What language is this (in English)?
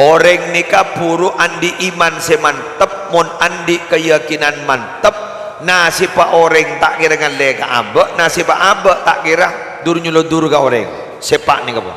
Madurese